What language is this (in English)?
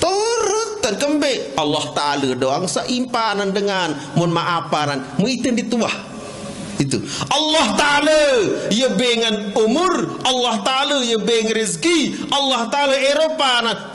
Sasak